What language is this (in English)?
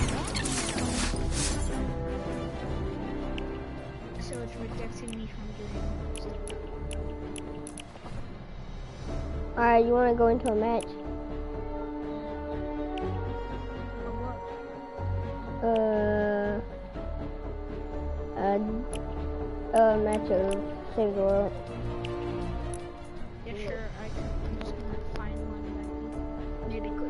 English